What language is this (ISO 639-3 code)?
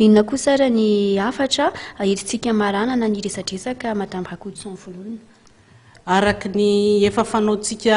mlg